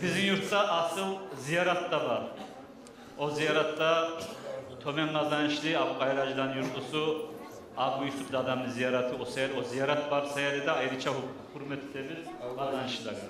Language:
Kumyk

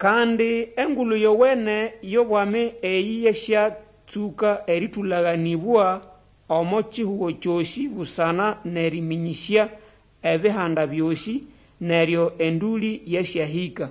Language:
Nande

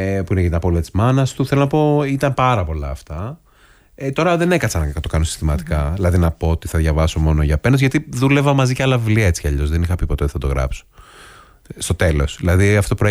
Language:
Greek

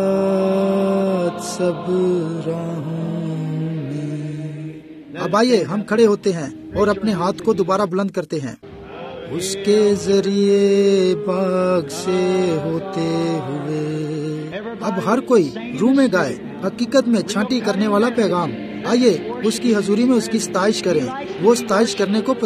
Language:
Urdu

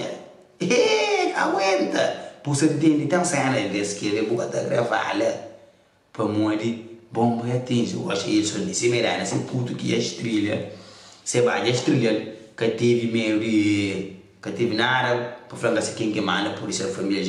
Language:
Kabuverdianu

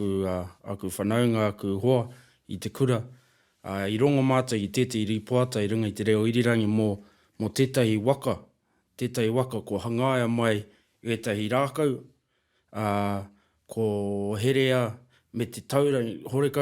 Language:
Māori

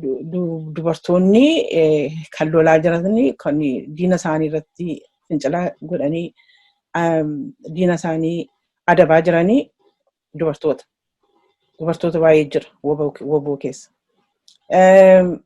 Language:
Oromo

